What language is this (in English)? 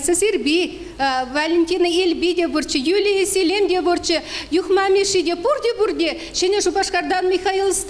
Chuvash